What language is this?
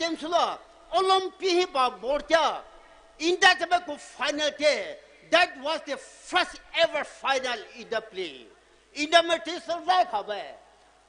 Poumei Naga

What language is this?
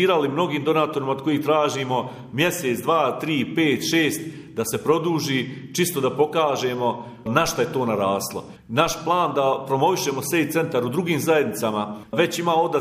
Bosnian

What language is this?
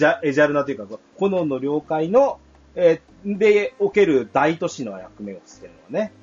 Japanese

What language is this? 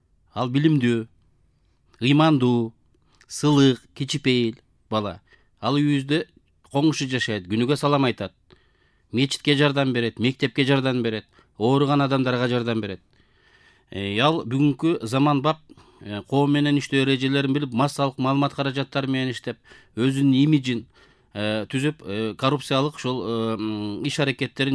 Kyrgyz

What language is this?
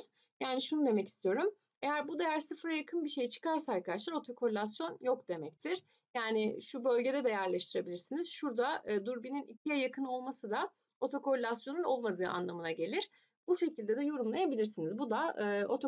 Turkish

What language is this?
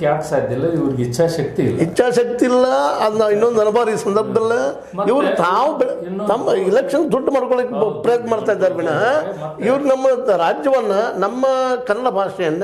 Kannada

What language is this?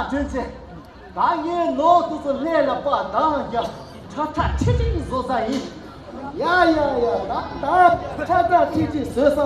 Tibetan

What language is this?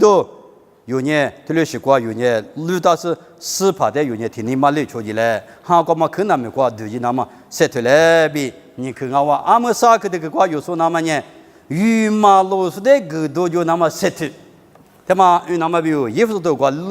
Lisu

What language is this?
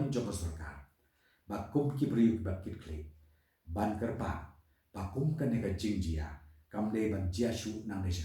Khasi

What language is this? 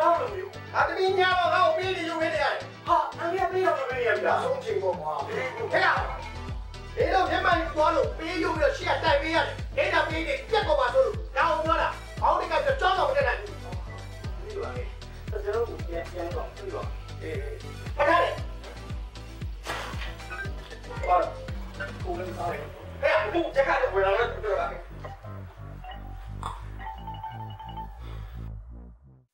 Burmese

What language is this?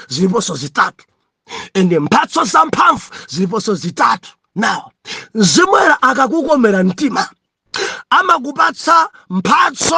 Nyanja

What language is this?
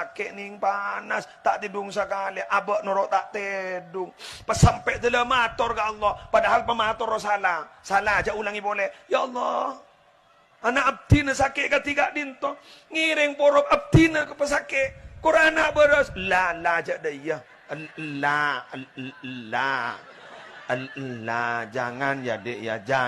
Madurese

